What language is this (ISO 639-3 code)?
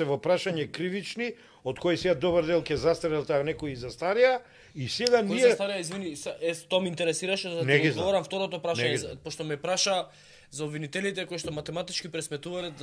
mkd